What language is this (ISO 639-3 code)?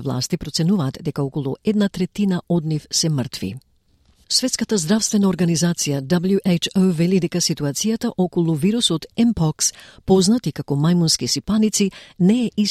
mkd